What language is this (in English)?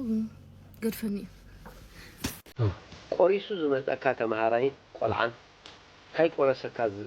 Tigrinya